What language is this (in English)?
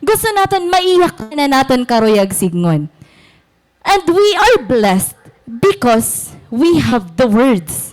Waray